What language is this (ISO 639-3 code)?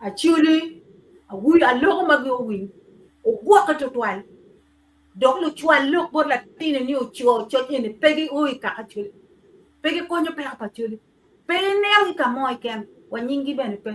ach